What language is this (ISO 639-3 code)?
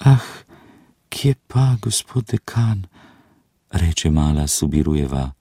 slv